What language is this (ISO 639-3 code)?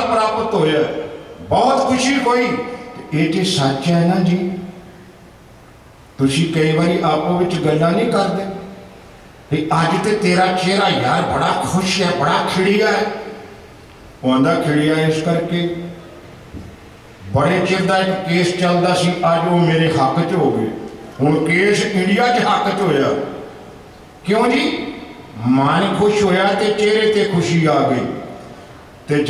pan